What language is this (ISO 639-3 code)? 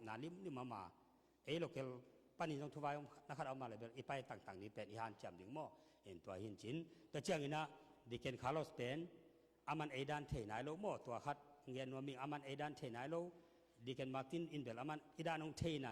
ctd